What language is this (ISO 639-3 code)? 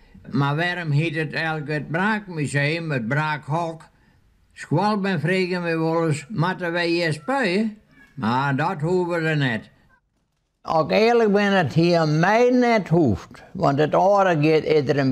fry